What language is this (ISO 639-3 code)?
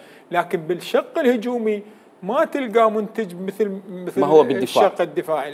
acm